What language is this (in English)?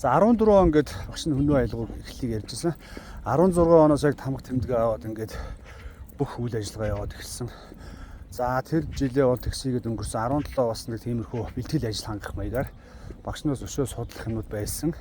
Mongolian